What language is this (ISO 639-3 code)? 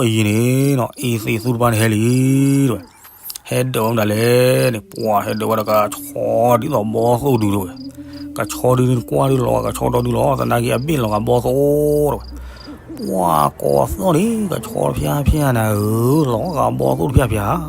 ksw